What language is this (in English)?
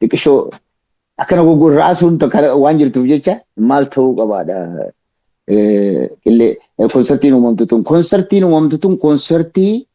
Oromo